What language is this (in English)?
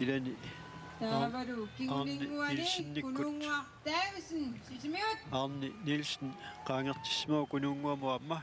Kalaallisut